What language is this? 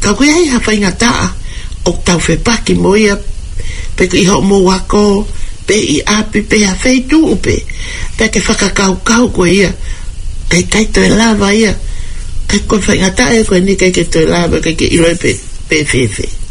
Tongan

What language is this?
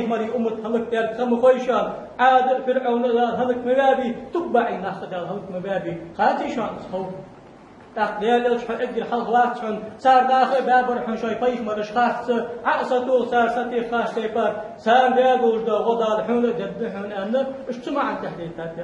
Ingush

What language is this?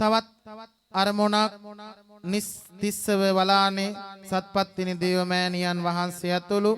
Sinhala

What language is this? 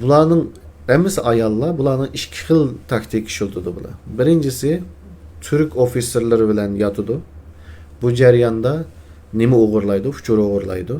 Uyghur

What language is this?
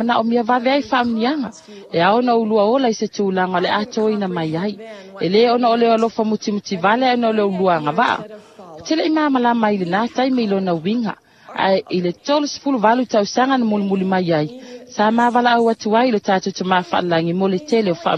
Samoan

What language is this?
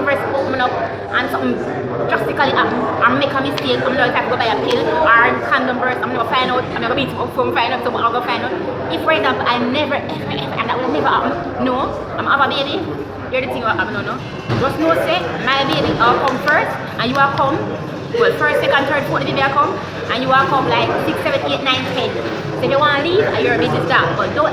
Jamaican Creole English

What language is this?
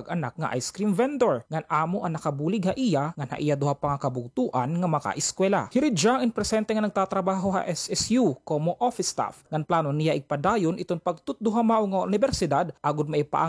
Waray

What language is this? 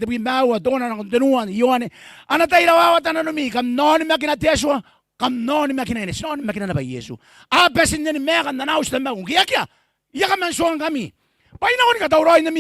Gilbertese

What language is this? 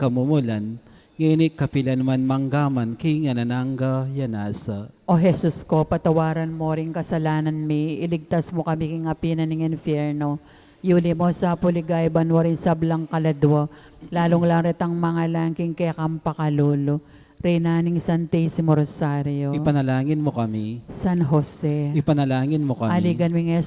Pampanga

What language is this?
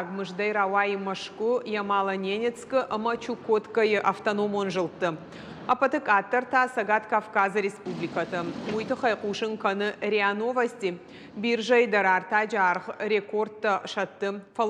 Ossetic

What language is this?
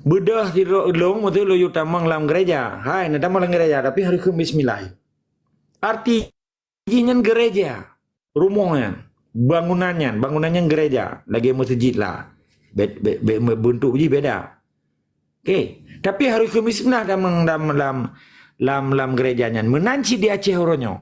Achinese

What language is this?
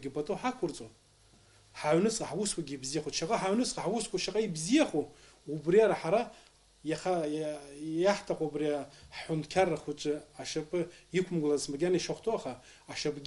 Abkhazian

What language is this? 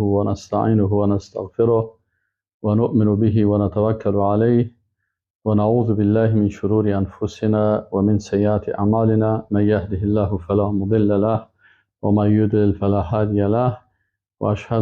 Persian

